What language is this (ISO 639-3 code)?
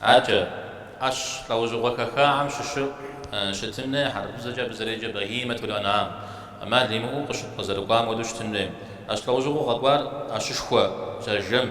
kbd